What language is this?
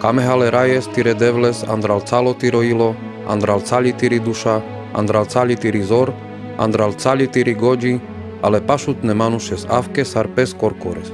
Carpathian Romani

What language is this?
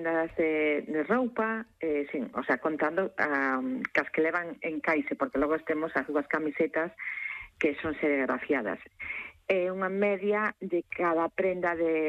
Galician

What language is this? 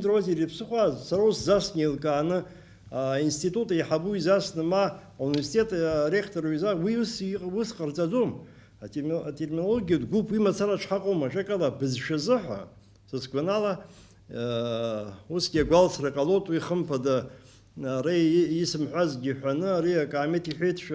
Abkhazian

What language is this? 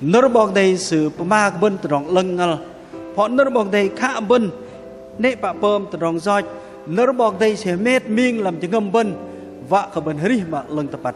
Bahnar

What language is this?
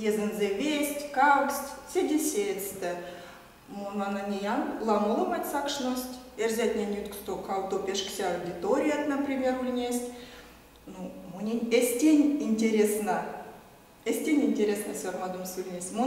Erzya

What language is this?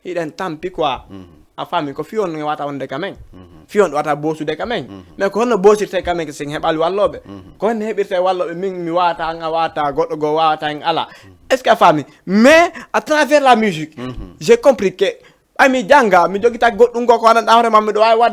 Fula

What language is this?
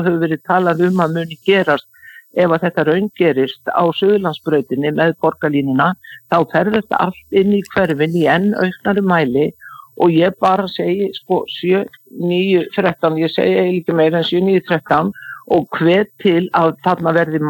Icelandic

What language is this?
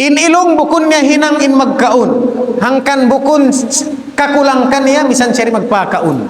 Tausug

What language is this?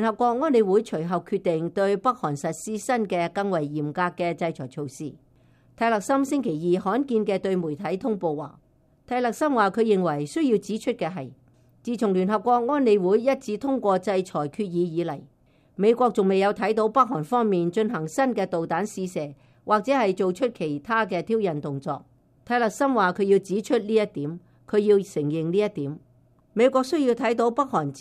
Cantonese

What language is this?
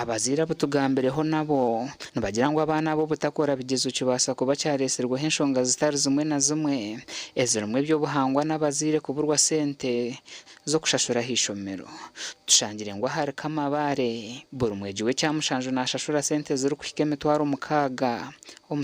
Nyankole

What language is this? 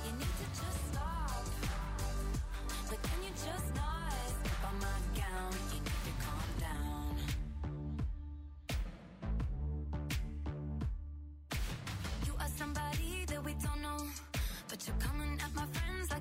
English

